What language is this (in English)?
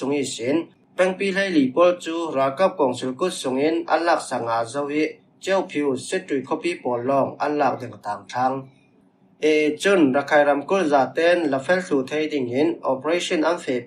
Falam Chin